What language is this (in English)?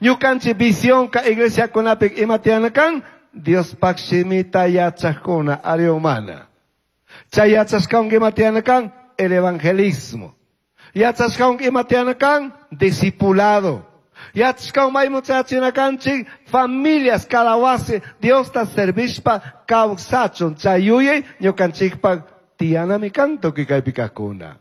Chimborazo Highland Quichua